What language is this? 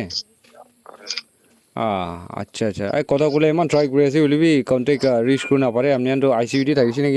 Naga Pidgin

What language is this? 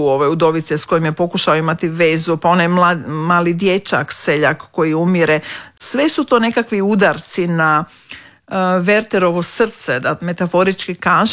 Croatian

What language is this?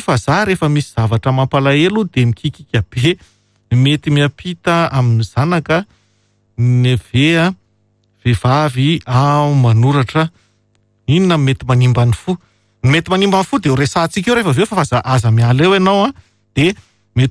Malagasy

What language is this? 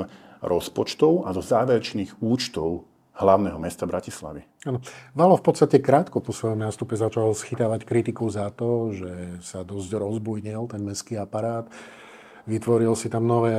Slovak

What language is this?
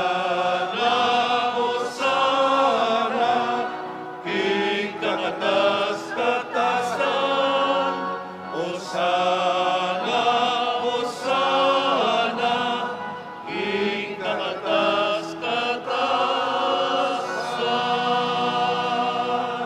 Pampanga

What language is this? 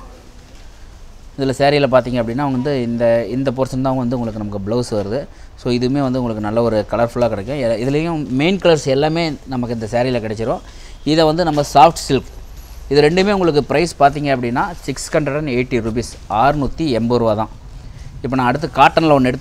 Tamil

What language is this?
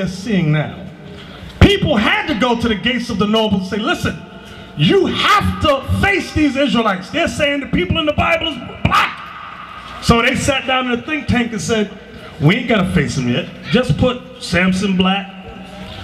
English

